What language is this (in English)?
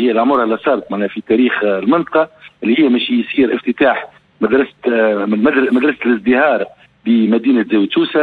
Tunisian Arabic